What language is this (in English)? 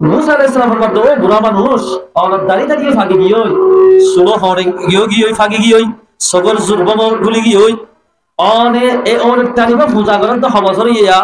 Rohingya